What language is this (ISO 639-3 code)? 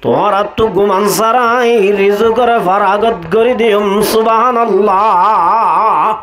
rhg